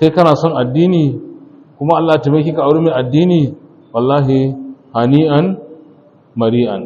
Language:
Hausa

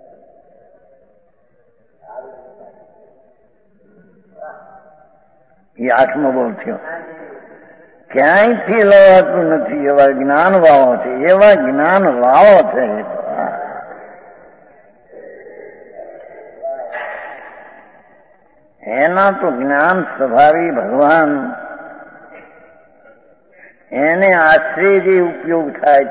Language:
Gujarati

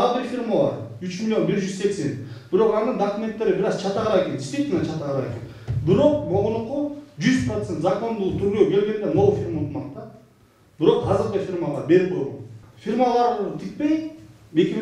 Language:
Kyrgyz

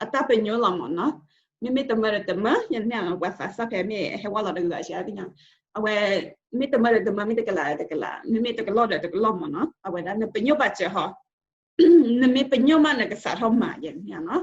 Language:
S'gaw Karen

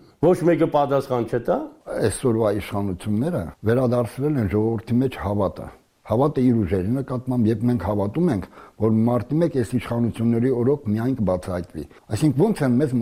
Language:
Armenian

